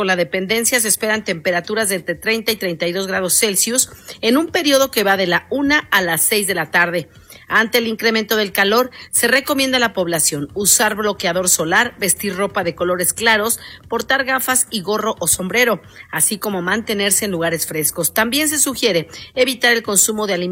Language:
Spanish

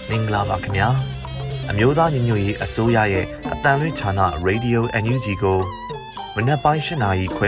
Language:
Burmese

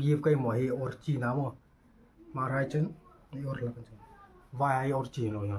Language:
Hmar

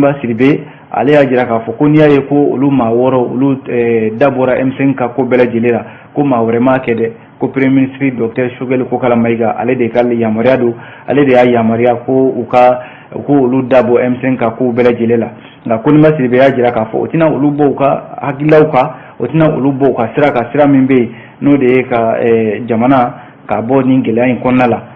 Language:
Bambara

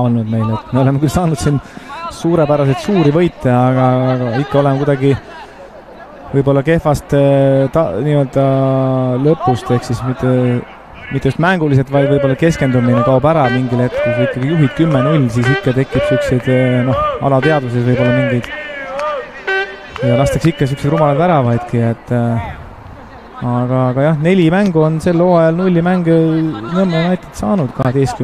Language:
Estonian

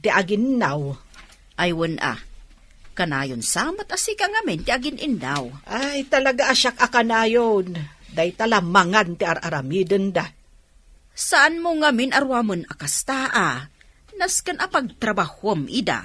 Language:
Iloko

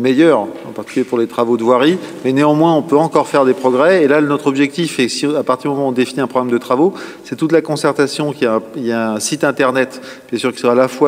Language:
French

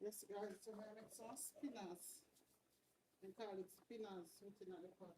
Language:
Jamaican Creole English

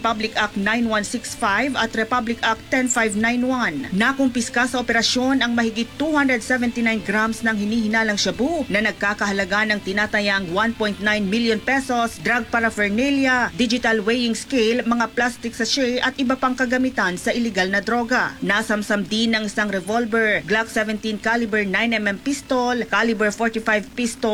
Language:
Filipino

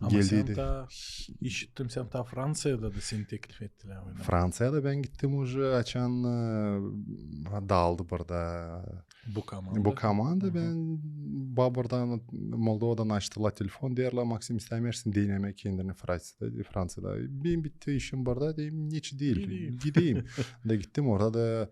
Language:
Gagauz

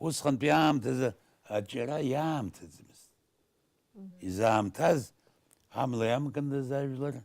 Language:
Abkhazian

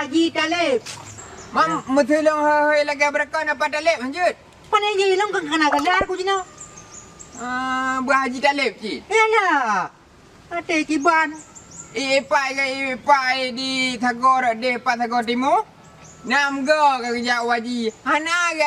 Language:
Achinese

